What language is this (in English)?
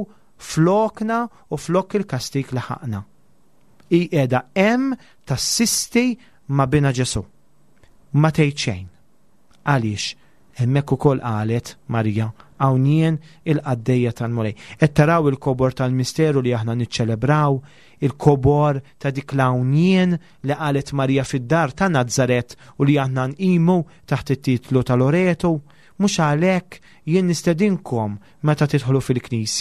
Maltese